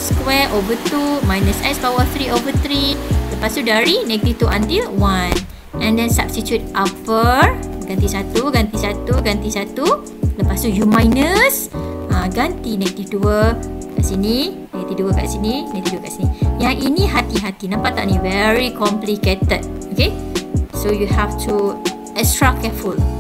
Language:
Malay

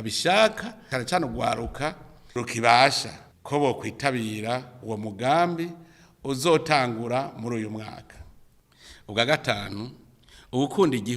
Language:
Rundi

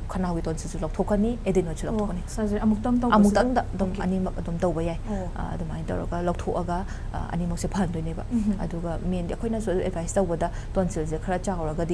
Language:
Manipuri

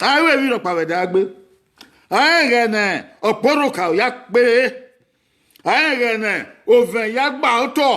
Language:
Bini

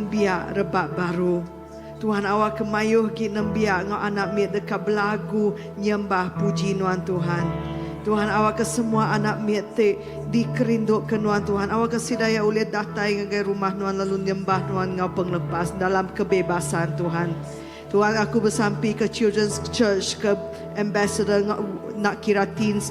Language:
Iban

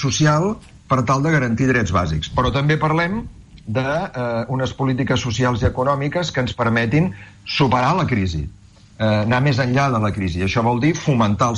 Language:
Catalan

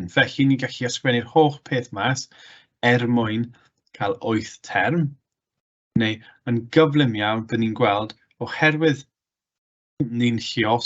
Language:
Welsh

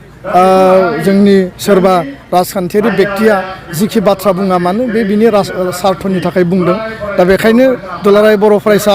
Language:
Bodo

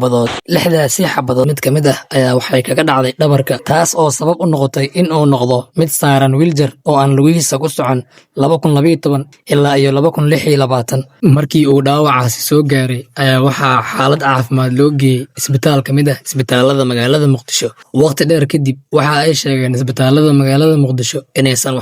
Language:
Somali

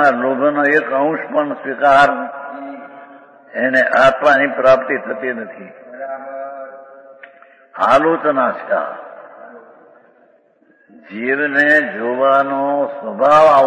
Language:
Gujarati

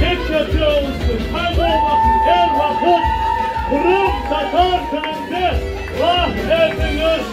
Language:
Crimean Tatar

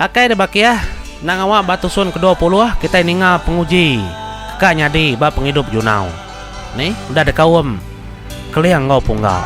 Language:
Iban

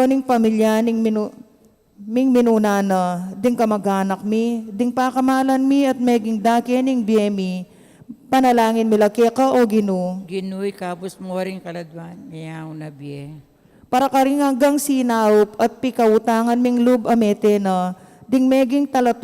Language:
Pampanga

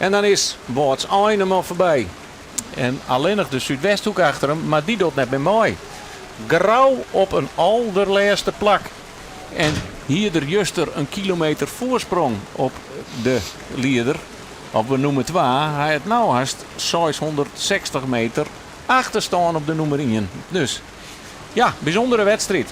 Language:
Western Frisian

